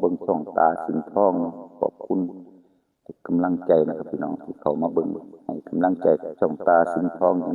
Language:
Northeastern Thai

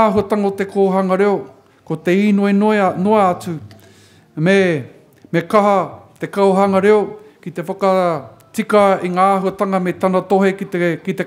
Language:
Māori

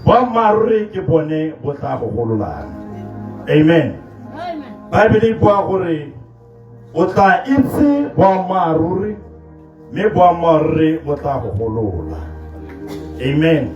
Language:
Tswana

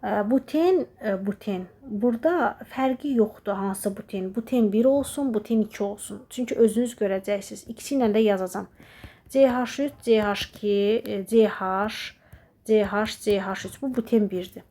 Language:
Azerbaijani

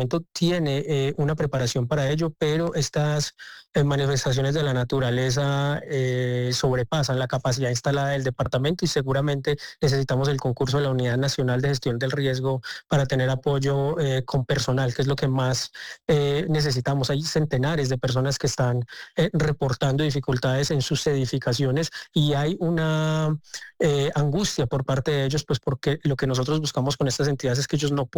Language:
Spanish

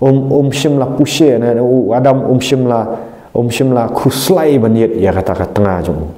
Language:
Khasi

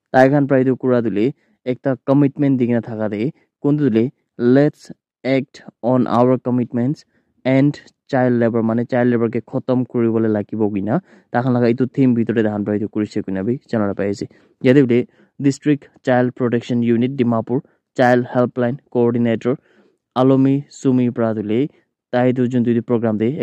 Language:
Naga Pidgin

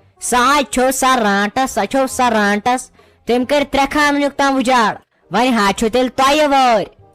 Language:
Kashmiri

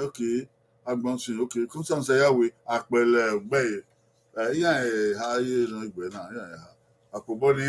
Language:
Bini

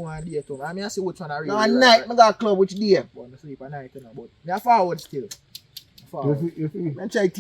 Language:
Jamaican Creole English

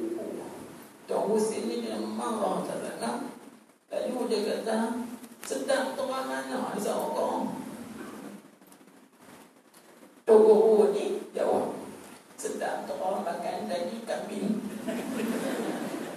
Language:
Malay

